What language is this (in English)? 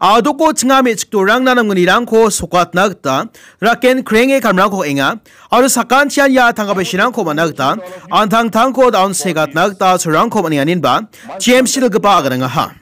Garo